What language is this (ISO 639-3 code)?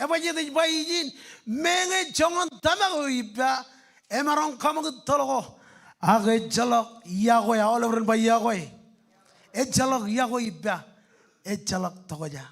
mah